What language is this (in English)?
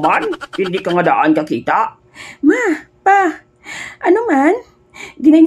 Hiligaynon